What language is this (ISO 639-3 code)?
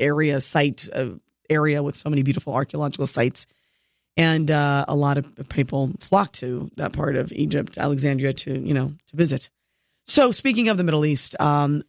eng